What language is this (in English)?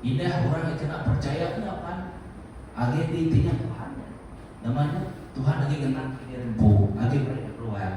Iban